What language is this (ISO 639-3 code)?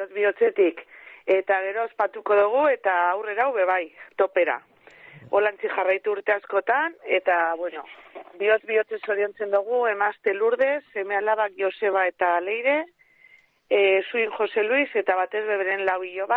eus